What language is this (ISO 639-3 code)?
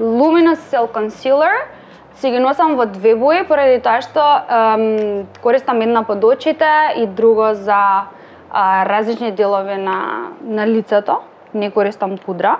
mkd